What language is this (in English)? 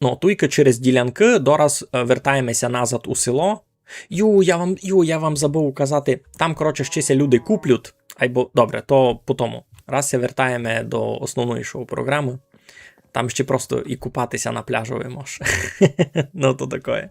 Rusyn